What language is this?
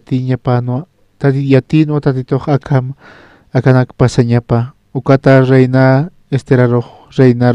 Aymara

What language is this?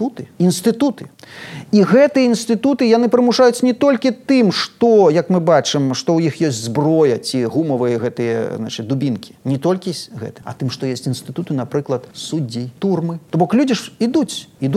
Belarusian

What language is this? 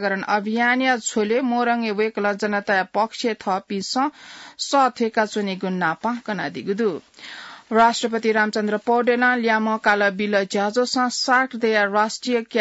Newari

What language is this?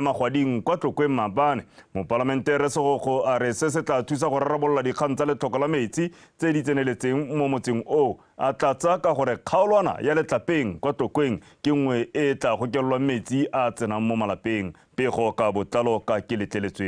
Tswana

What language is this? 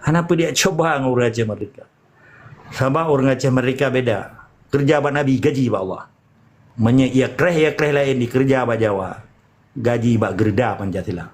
Achinese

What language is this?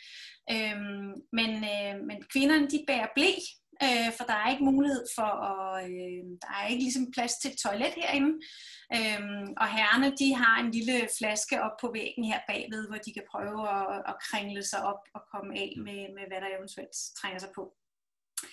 Danish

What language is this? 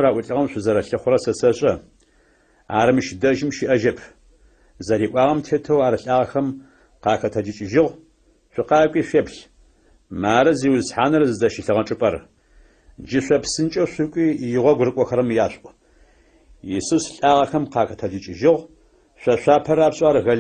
Adyghe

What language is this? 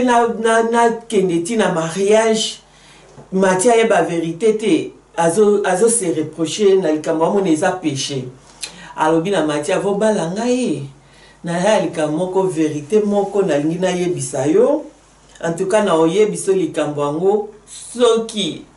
Lingala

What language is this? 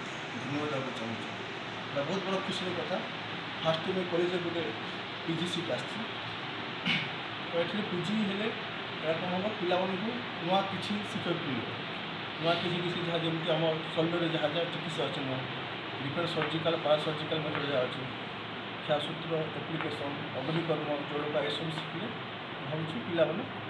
Odia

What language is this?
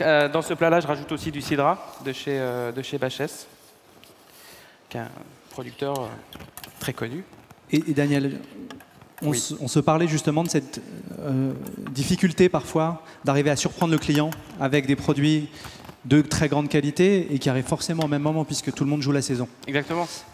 French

